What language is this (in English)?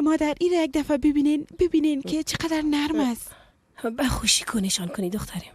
Persian